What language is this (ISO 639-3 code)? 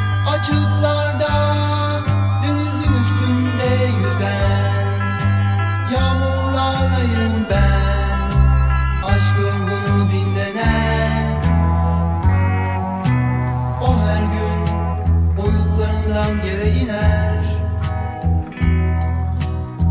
tur